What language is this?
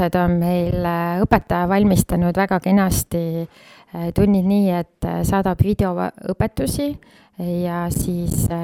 Estonian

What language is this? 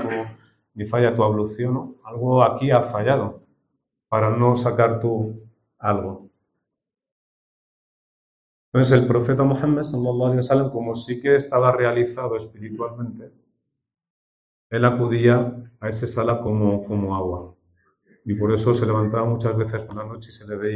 Spanish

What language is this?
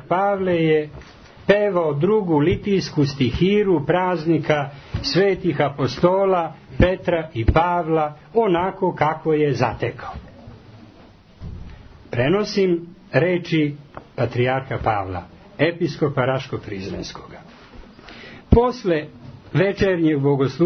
Serbian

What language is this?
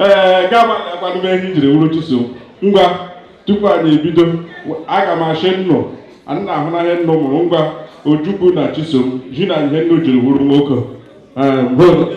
Igbo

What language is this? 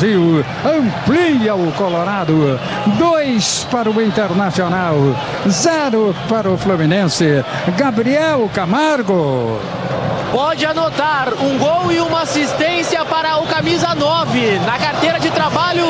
Portuguese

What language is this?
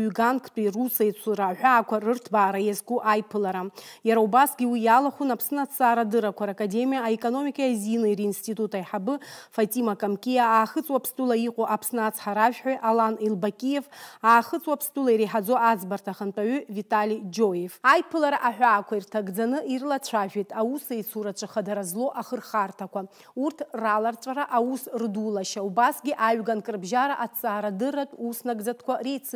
Abkhazian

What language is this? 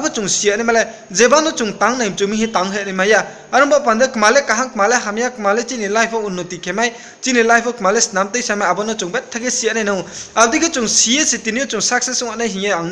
Riang (India)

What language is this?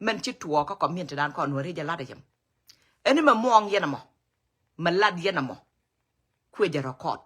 Nuer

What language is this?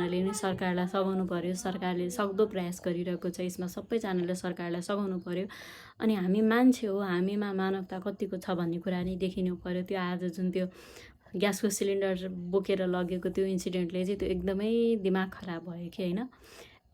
Nepali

